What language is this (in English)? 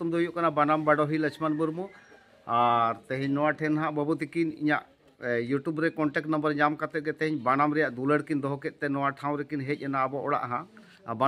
Santali